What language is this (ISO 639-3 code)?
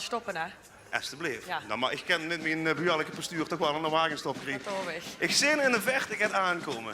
lim